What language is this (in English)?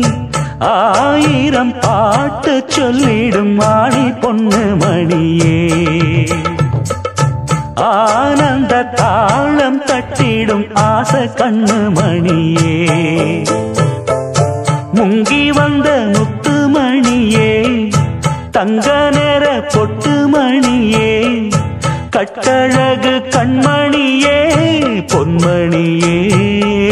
Tamil